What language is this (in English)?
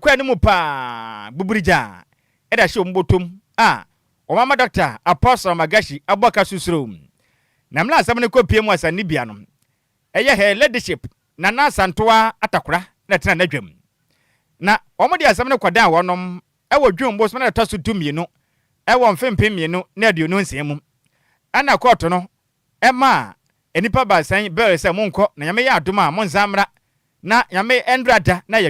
Akan